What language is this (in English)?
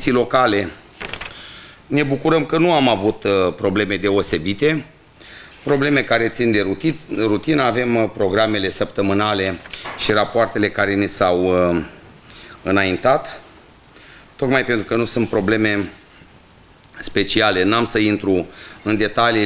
Romanian